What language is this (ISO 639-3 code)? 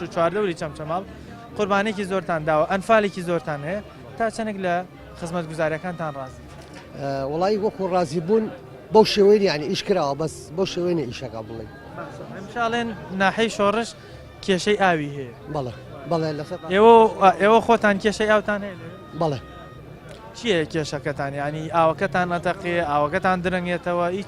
ckb